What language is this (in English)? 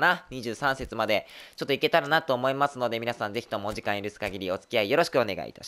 Japanese